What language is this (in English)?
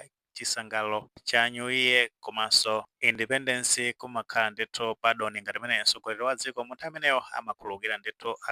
Nyanja